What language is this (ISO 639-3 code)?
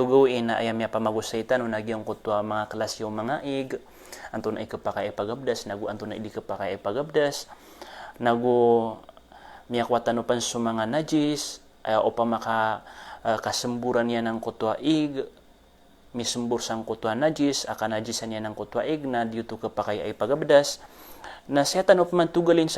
mrw